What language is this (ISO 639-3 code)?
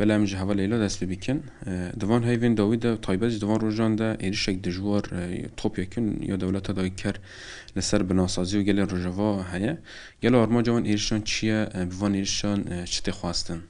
kur